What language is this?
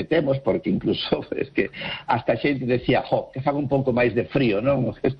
Galician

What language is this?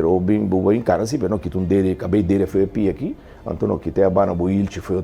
Papiamento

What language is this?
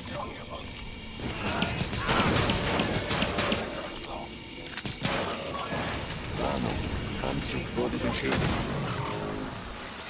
German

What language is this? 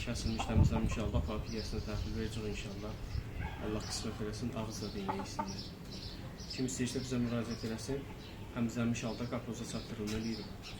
Azerbaijani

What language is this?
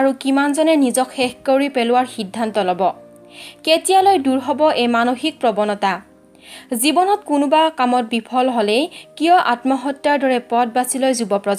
Assamese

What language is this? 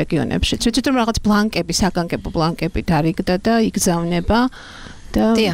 Georgian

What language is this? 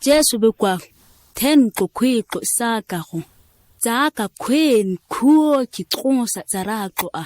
ǁGana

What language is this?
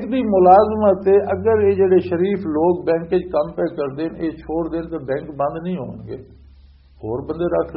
Western Panjabi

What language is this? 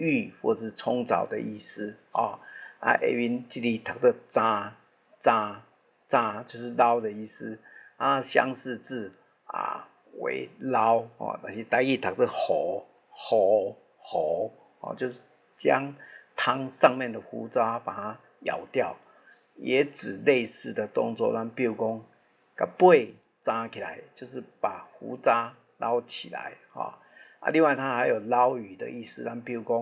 Min Nan Chinese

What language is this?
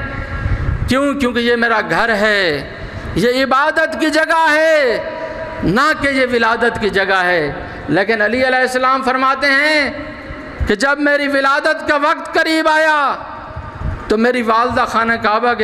Urdu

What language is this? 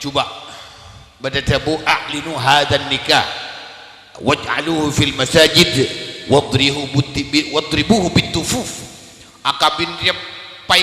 Madurese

